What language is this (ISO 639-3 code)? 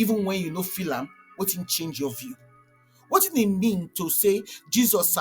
pcm